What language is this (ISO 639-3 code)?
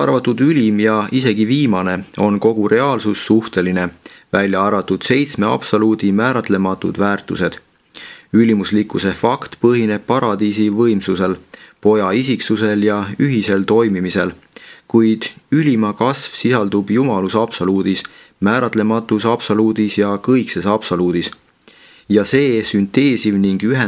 est